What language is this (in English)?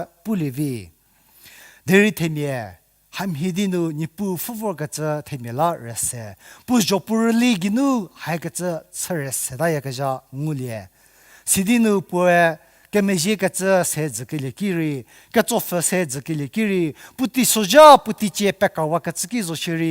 Angami Naga